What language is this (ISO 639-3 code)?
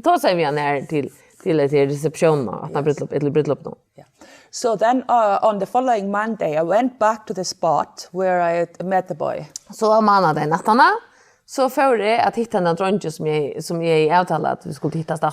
fao